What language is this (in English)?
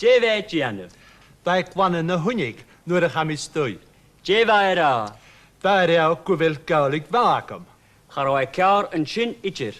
Scottish Gaelic